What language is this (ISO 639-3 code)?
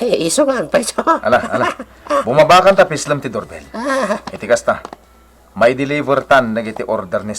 ilo